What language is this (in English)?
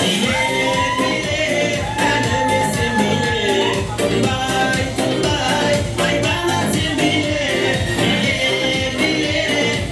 Kara-Kalpak